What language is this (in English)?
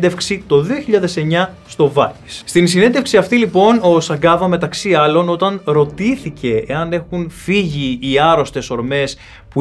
Greek